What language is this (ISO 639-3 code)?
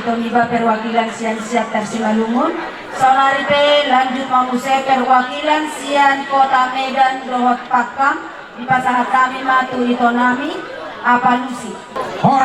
bbc